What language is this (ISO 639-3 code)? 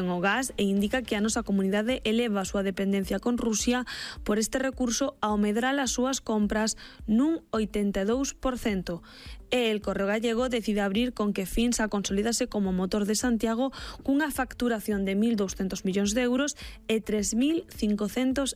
glg